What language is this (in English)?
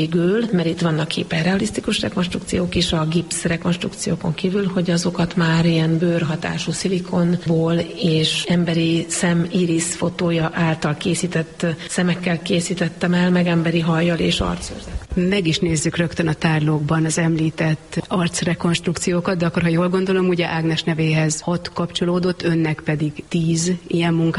Hungarian